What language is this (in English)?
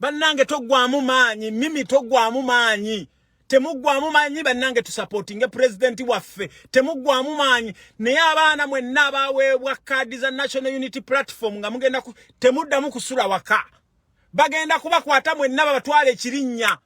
Ganda